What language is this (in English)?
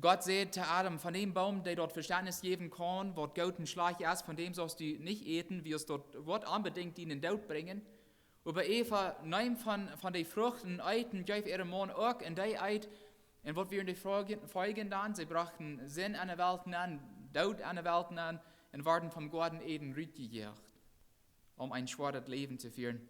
Plautdietsch